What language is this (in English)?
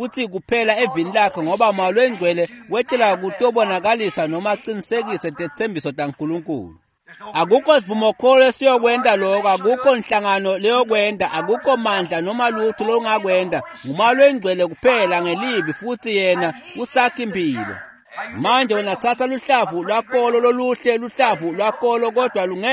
Swati